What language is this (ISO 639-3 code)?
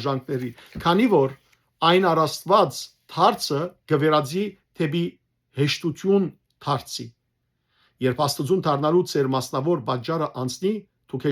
hyw